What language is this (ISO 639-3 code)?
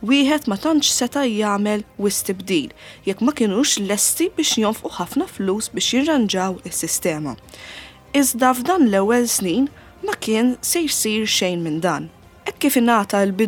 mlt